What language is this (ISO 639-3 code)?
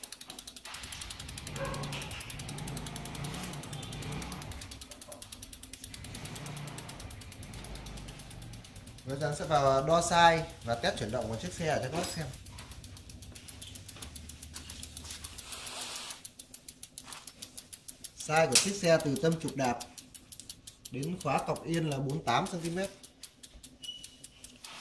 vie